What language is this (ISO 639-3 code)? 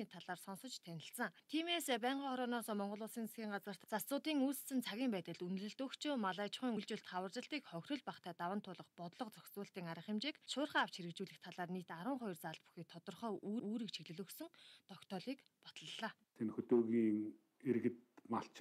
mon